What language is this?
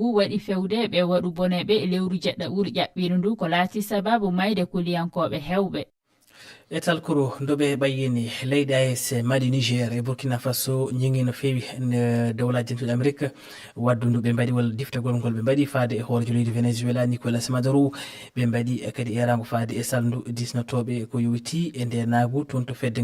Fula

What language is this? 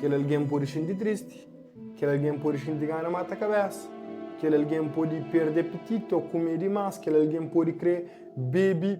Kabuverdianu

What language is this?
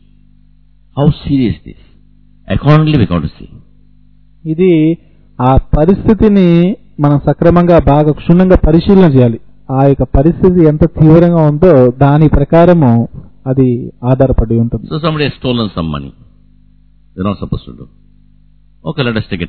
Telugu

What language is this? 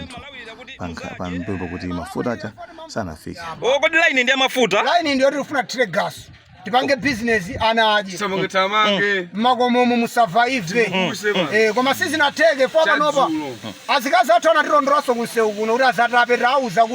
Nyanja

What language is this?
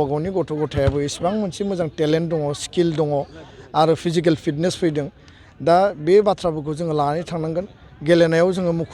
Bodo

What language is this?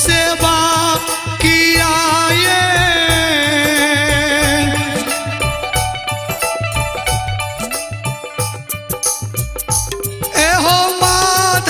Bhojpuri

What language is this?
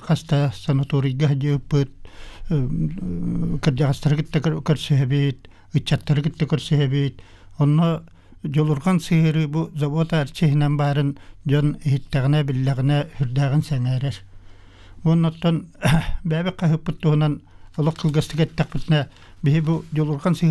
Yakut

